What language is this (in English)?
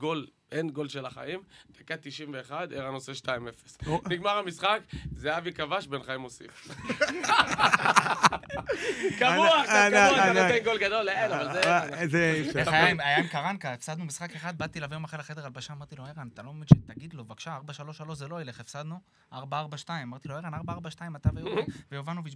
Hebrew